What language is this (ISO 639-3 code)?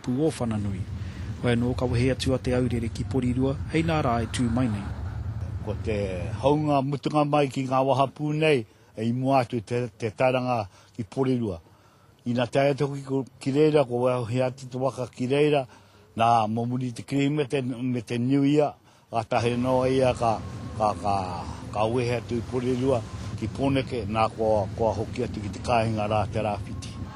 mri